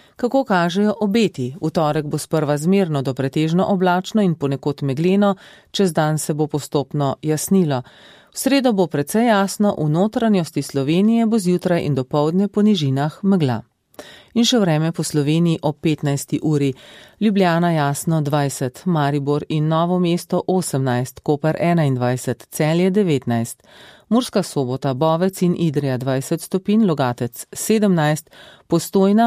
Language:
Slovenian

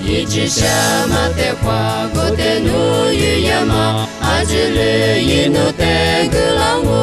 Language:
Lisu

